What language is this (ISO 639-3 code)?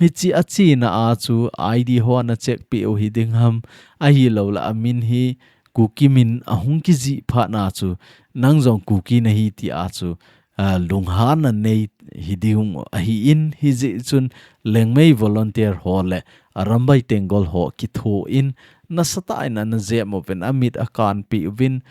tcz